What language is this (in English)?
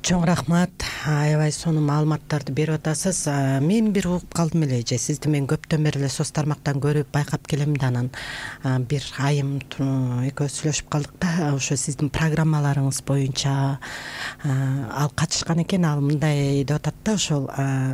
Kyrgyz